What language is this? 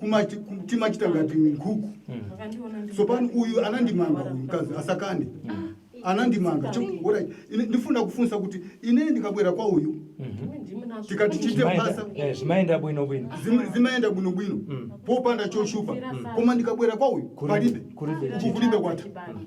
Shona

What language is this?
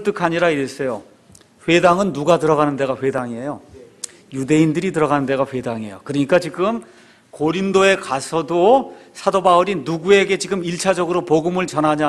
Korean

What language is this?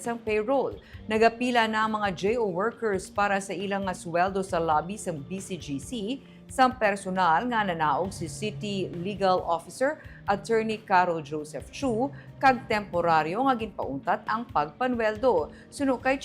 Hiligaynon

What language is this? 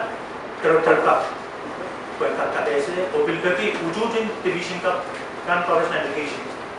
Pohnpeian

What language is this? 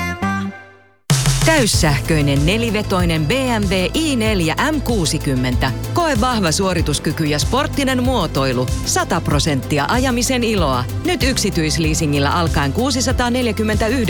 Finnish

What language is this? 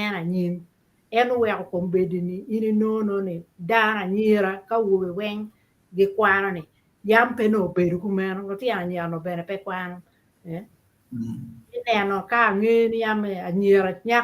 Acoli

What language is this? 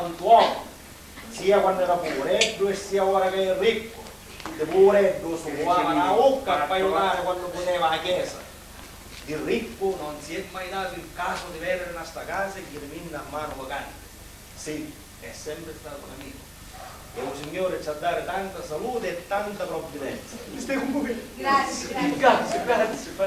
Sicilian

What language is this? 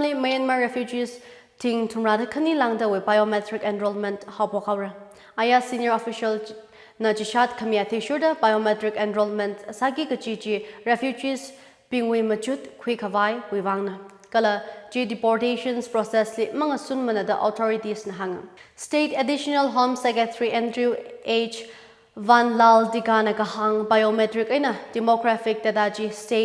Tangkhul Naga (India)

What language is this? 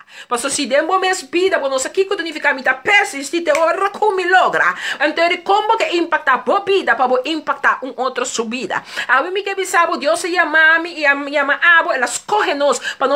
Papiamento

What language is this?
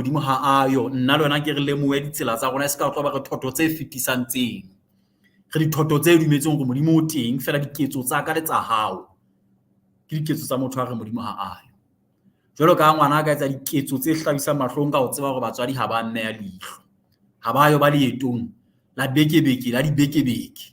Southern Sotho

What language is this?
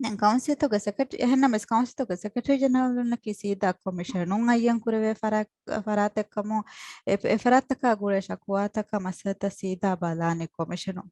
Divehi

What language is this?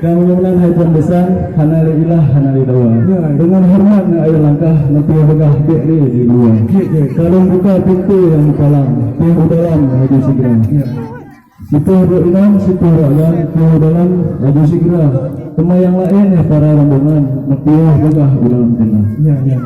Achinese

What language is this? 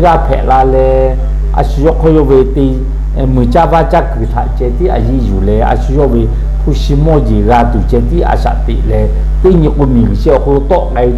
Lahu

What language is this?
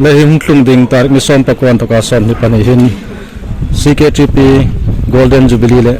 Hmar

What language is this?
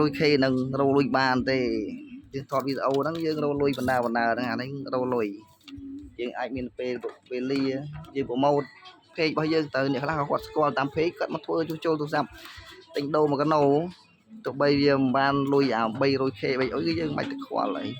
Khmer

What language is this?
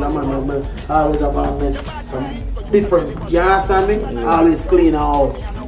Jamaican Creole English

